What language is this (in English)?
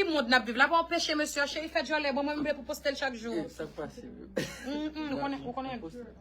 Haitian Creole